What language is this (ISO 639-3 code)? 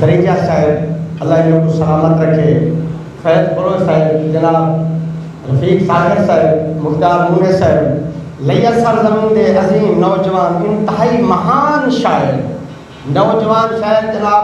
skr